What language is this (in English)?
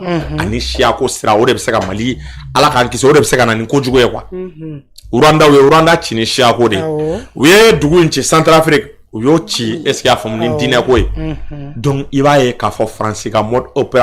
Bambara